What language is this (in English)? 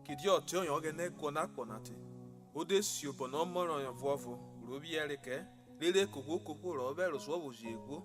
Urhobo